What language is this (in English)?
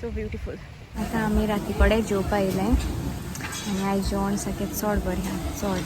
Konkani